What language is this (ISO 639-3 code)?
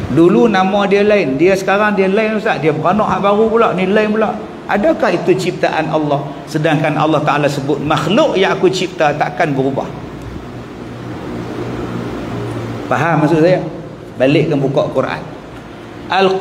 msa